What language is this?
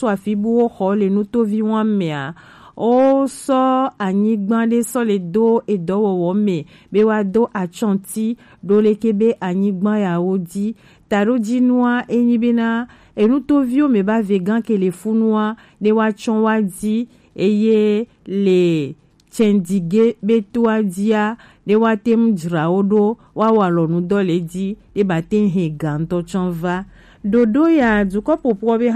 Gen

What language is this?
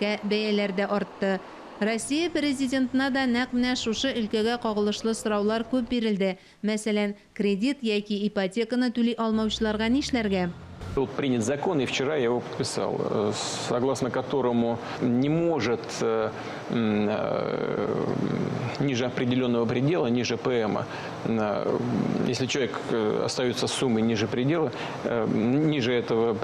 Tatar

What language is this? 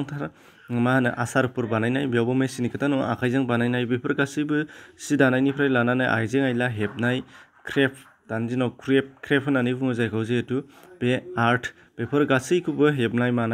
Bodo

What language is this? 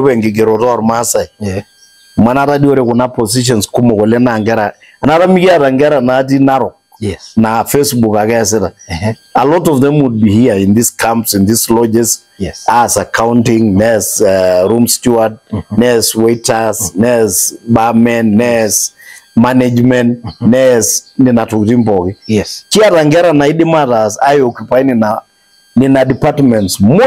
Masai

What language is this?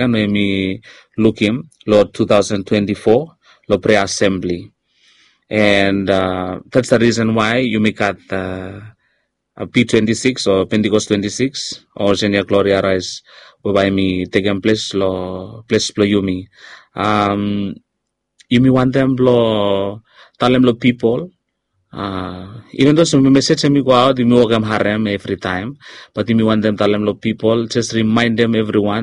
Bislama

